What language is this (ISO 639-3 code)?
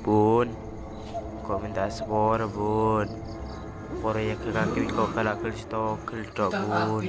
mad